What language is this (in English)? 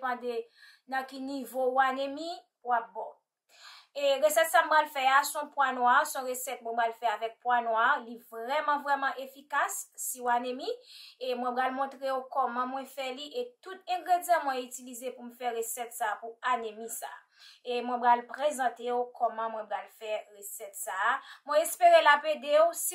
Haitian Creole